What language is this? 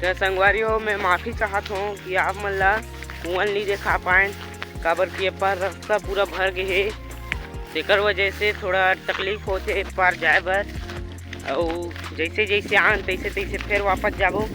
Chhattisgarhi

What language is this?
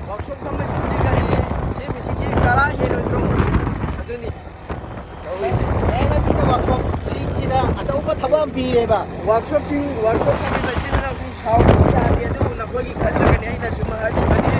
Manipuri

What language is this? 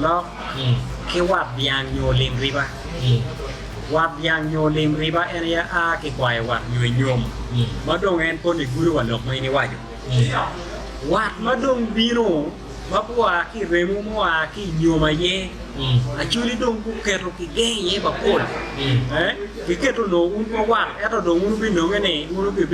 Acoli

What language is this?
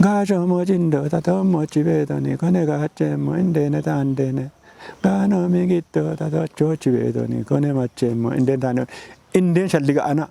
Kafa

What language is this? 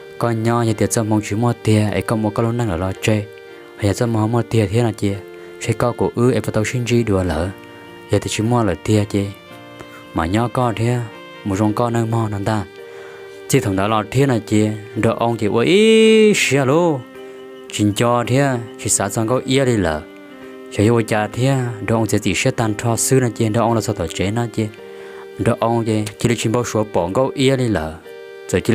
Hmong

